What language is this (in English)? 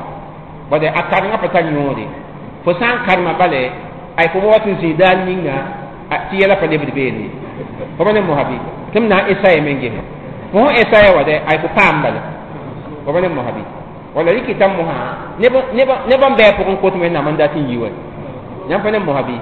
Mossi